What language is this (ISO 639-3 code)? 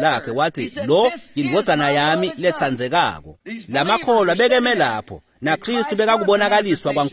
ssw